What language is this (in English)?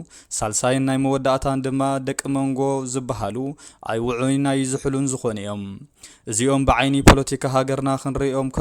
Tigrinya